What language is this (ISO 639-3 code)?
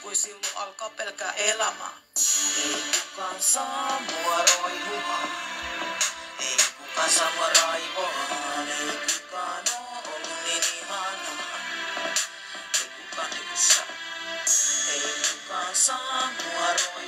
fin